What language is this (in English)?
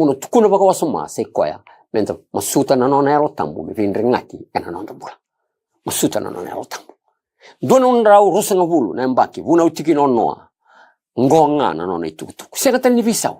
Fijian